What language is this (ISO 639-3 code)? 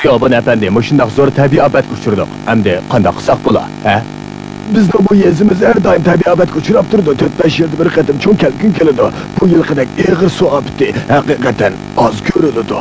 uig